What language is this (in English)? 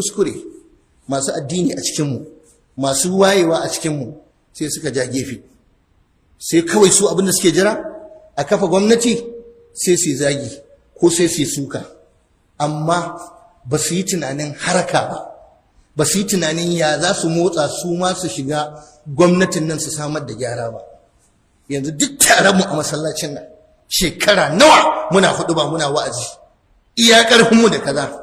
Hausa